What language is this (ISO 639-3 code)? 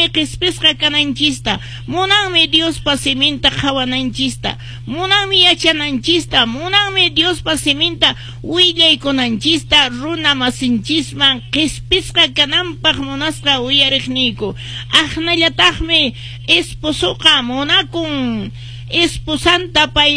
que